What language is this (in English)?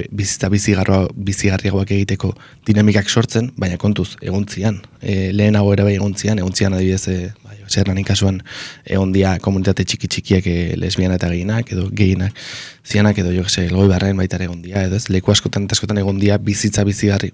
Basque